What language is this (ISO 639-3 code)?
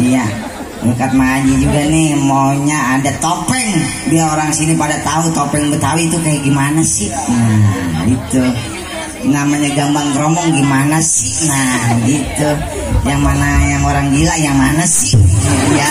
bew